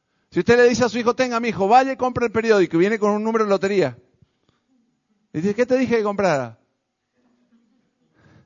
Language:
Spanish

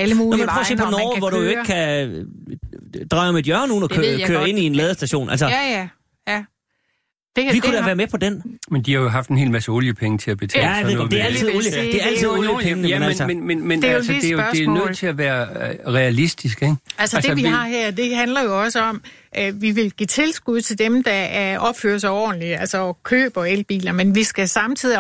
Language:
Danish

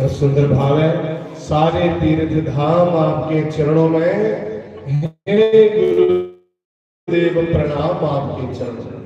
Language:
Dogri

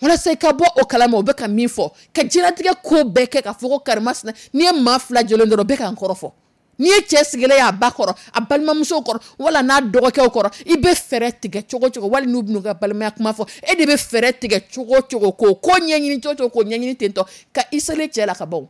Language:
Dyula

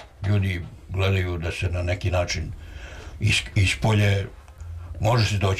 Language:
Serbian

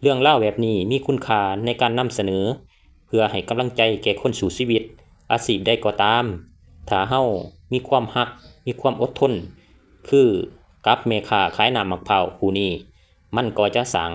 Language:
Lao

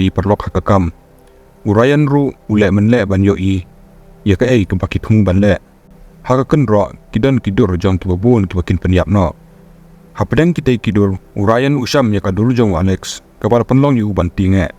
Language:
Khasi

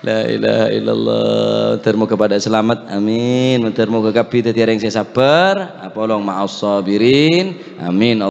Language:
Madurese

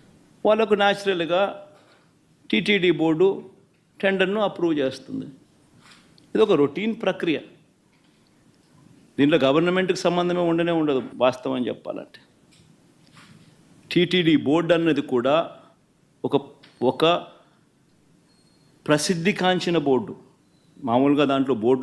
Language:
Telugu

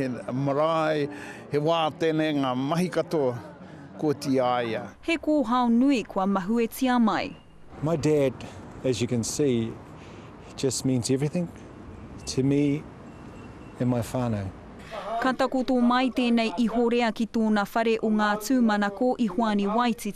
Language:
Māori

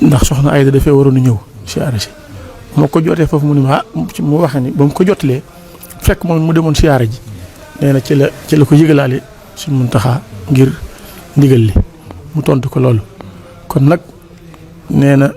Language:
Wolof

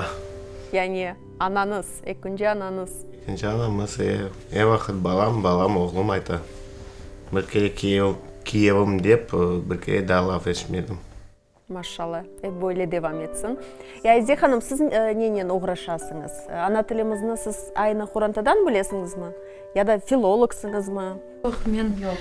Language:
Crimean Tatar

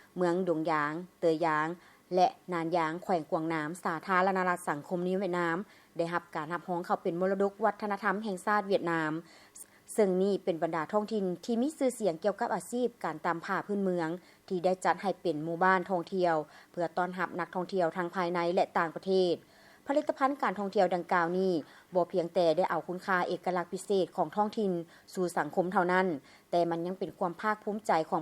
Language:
Lao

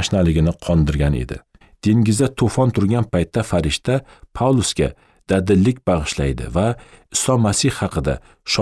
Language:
Uzbek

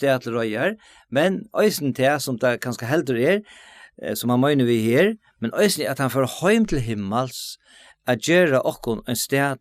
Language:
Faroese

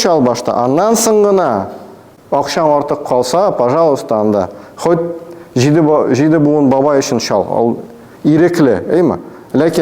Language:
Tatar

